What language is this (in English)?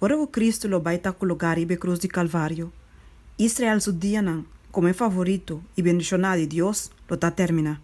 Papiamento